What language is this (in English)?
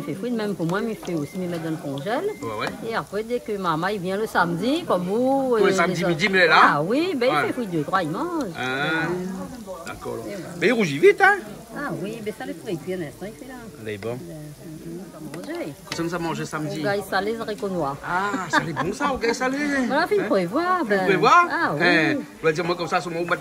Réunion Creole French